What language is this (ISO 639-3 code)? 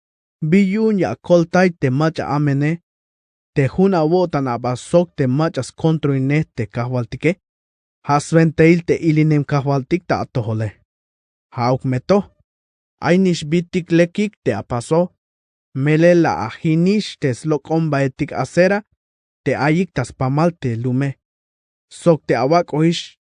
tzh